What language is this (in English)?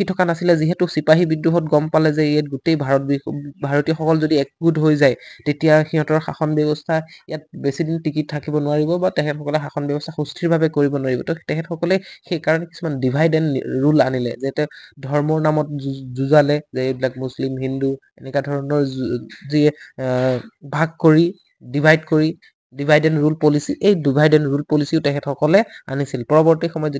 Assamese